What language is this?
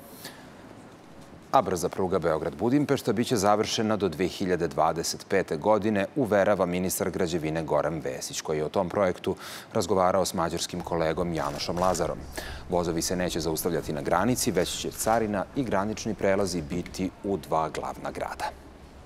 Serbian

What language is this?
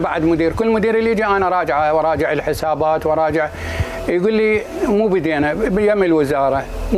Mesopotamian Arabic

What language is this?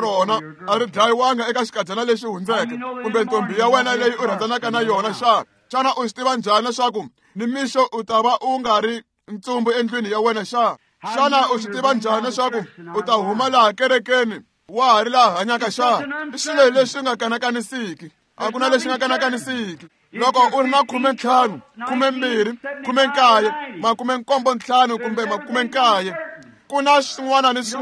Tsonga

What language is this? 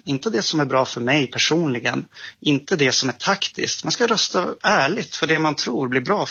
Swedish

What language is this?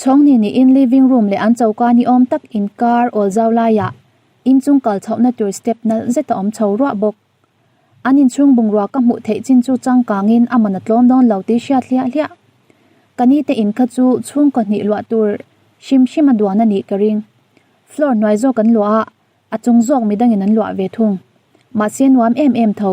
Mizo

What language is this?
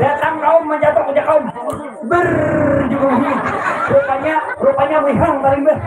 Banjar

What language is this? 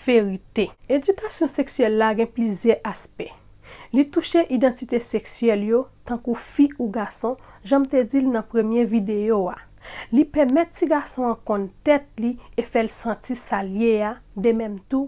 Haitian Creole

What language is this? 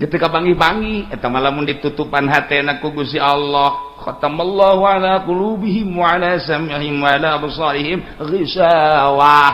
Sundanese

